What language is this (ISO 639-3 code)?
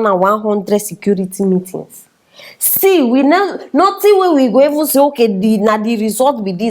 pcm